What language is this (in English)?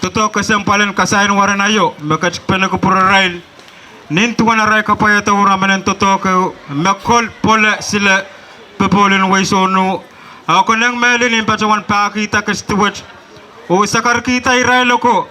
Pohnpeian